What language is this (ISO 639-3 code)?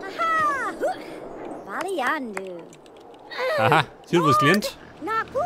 bar